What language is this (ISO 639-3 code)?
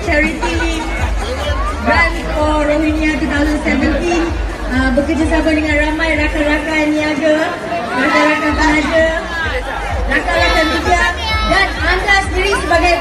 msa